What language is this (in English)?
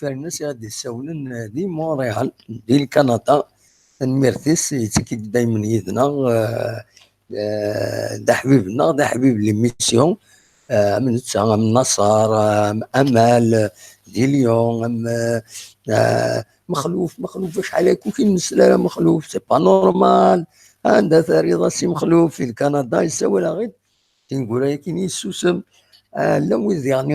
Kabyle